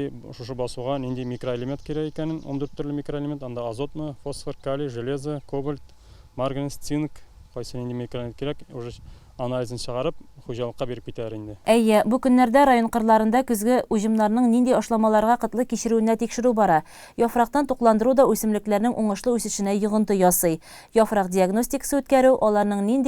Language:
Tatar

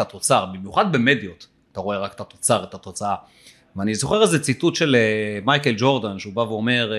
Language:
Hebrew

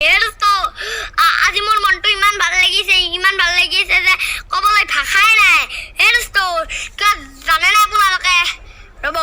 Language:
Assamese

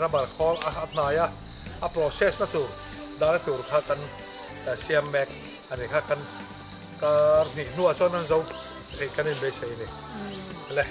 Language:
Mizo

